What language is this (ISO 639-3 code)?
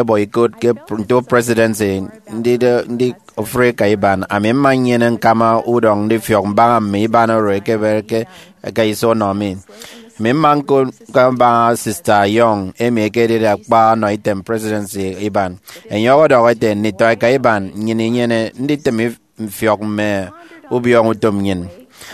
efi